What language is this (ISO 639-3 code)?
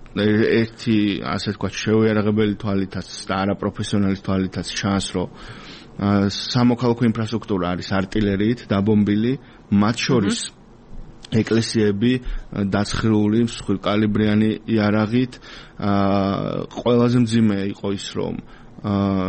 kat